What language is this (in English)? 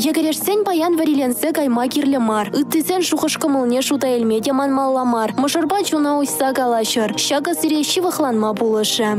Chuvash